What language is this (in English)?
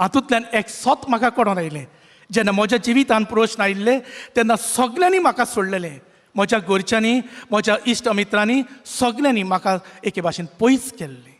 Konkani